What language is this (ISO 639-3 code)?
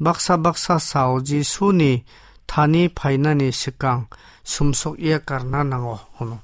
trp